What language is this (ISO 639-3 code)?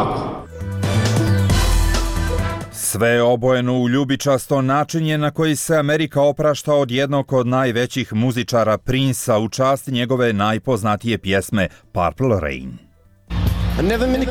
bos